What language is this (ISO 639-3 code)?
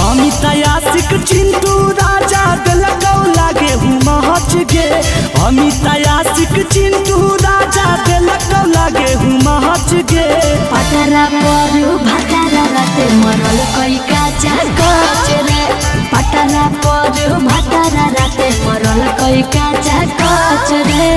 mag